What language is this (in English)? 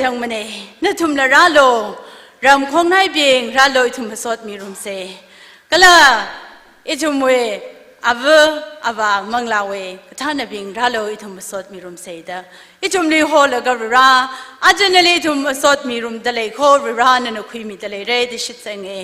Tangkhul Naga (India)